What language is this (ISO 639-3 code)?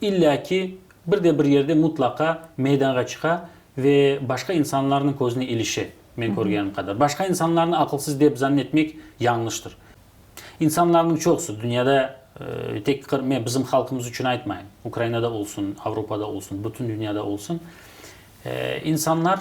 crh